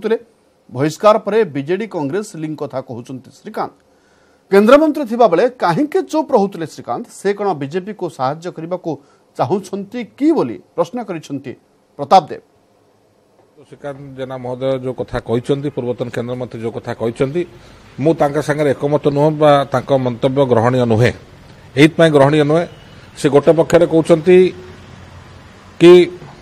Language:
Odia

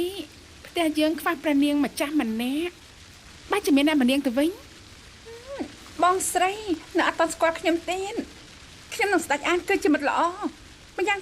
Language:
Khmer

